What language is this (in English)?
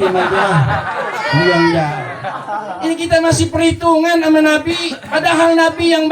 Betawi